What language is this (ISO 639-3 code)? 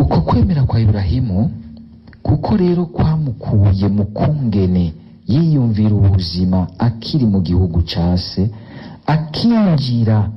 run